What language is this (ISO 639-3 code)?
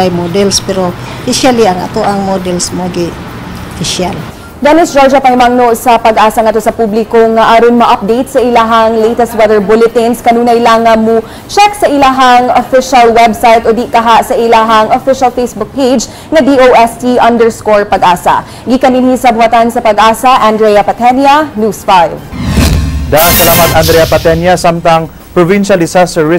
ceb